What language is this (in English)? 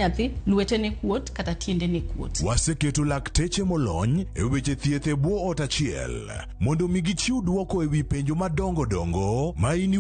Luo (Kenya and Tanzania)